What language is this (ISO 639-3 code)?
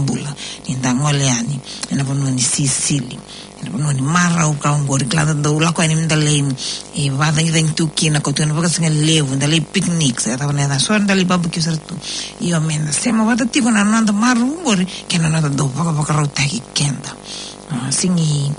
fij